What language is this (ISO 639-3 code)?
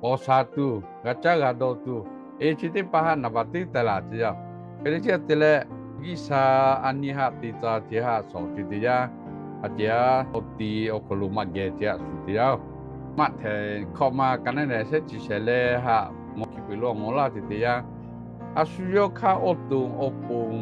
lhu